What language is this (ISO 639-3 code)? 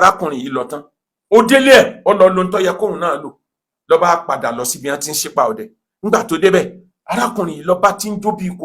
yor